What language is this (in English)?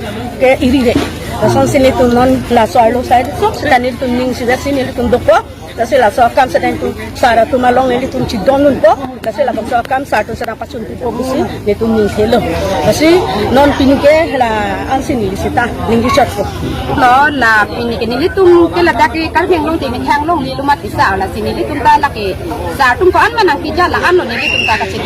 Karbi